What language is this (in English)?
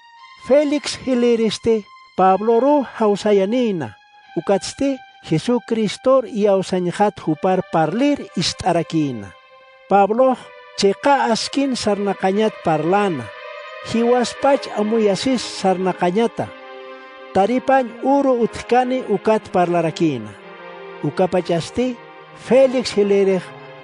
Aymara